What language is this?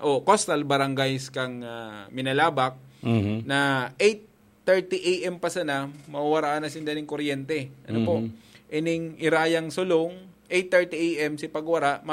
Bikol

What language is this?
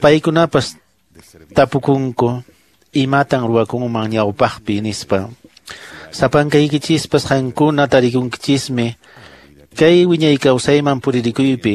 Quechua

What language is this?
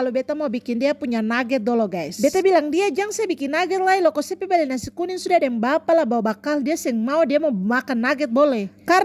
Ambonese Malay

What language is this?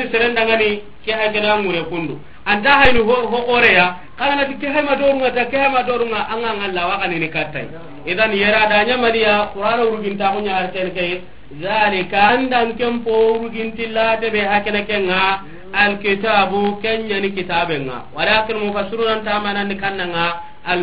Soninke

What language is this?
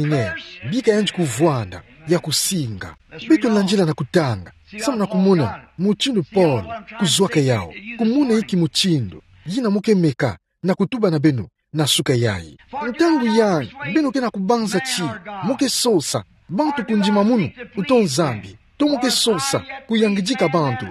Kituba (Democratic Republic of Congo)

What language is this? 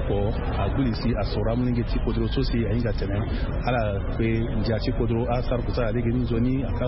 Sango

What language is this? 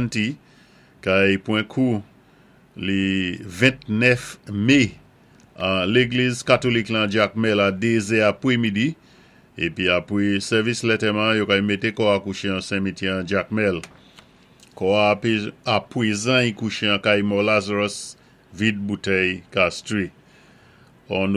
Saint Lucian Creole French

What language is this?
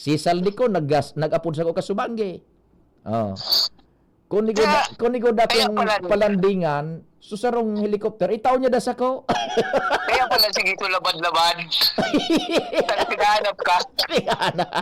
Bikol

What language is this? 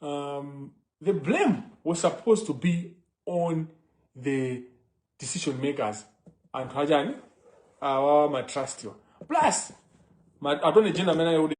Nyanja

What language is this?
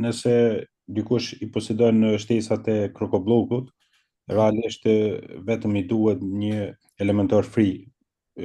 Albanian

